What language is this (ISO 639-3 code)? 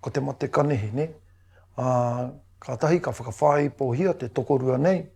mri